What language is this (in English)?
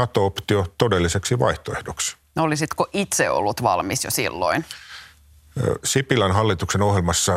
Finnish